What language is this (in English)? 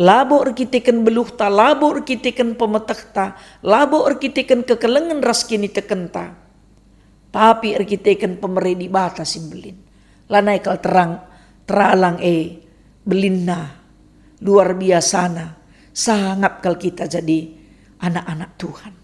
Batak Karo